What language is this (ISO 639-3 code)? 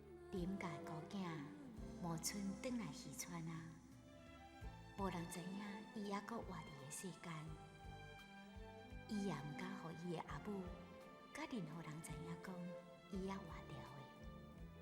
nan